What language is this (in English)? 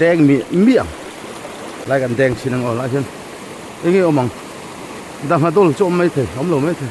Mizo